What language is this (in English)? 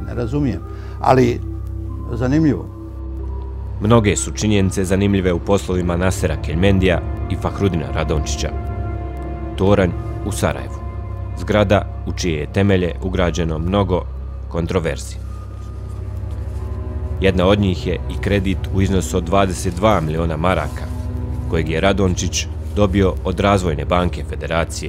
Bosnian